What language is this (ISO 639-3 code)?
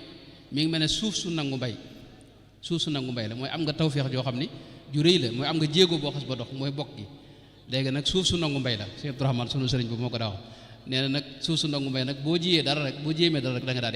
wol